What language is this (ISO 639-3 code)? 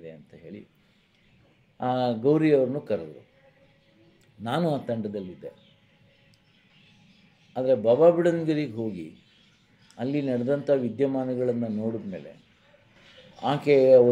kan